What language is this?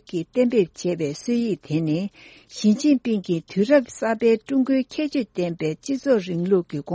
Tibetan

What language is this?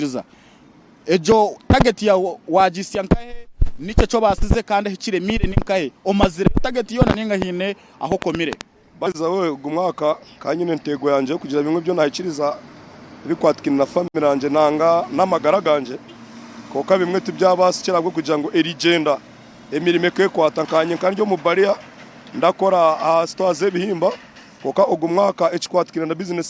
Nyankole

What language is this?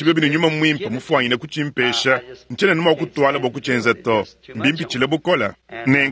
Luba-Lulua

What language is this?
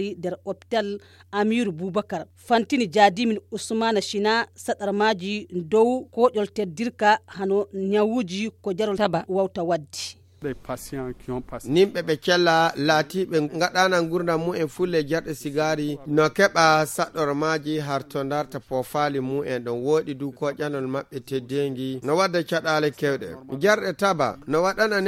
Fula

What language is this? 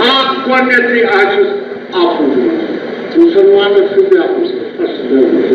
Kashmiri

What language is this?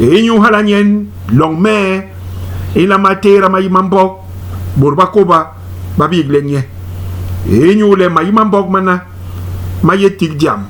Basaa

